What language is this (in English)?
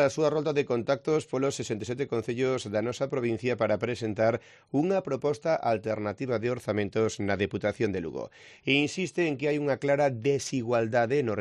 Galician